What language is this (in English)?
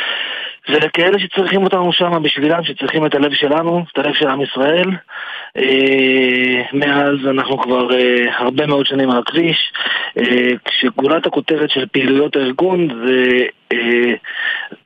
Hebrew